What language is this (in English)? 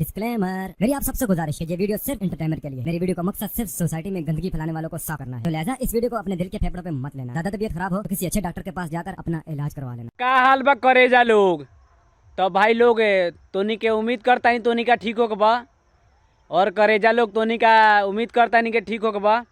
Bhojpuri